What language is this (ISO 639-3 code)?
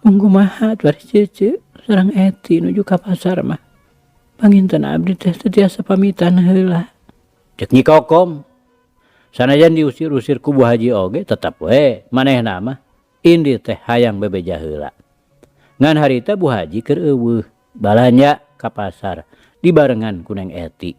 sun